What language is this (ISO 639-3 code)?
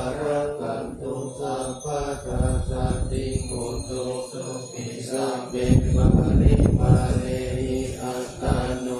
pli